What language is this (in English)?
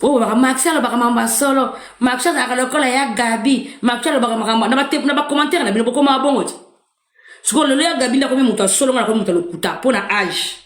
Lingala